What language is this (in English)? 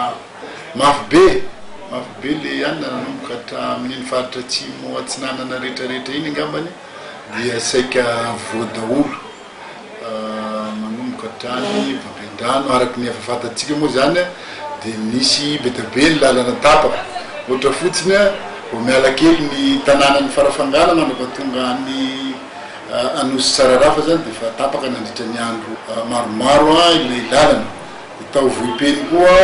Malagasy